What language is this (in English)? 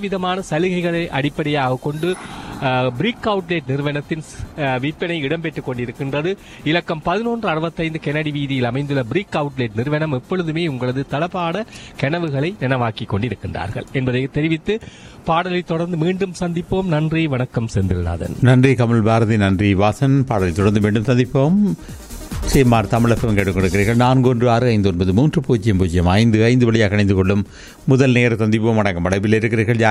Tamil